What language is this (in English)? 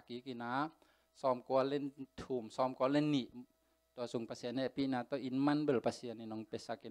Tedim Chin